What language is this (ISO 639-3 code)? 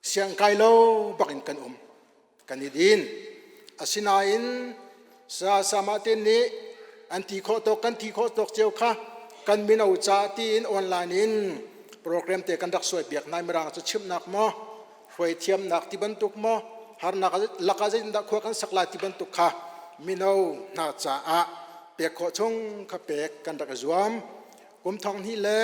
cnh